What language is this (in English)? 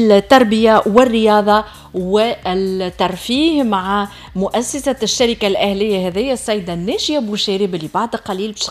Tunisian Arabic